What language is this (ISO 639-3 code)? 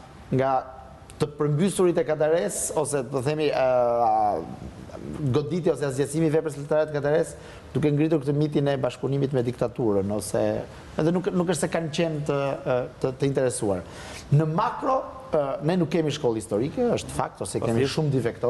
sqi